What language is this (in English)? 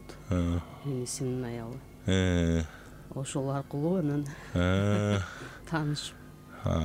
Kyrgyz